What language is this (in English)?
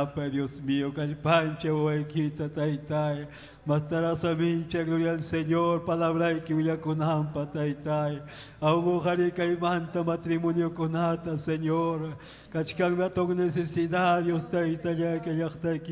Ayacucho Quechua